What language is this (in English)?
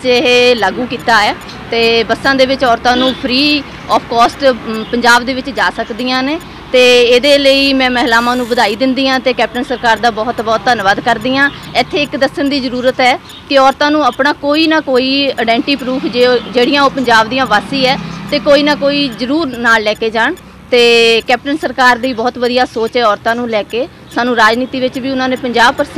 Punjabi